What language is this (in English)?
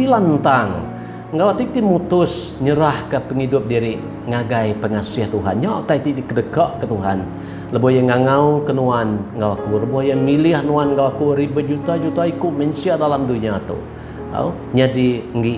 Iban